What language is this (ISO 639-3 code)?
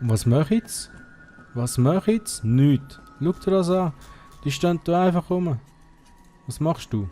gsw